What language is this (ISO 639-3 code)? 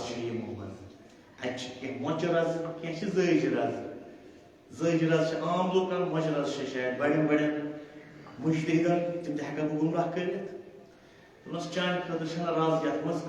kas